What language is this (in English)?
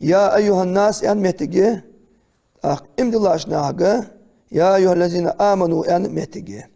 Ingush